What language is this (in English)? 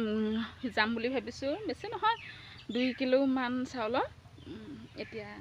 Assamese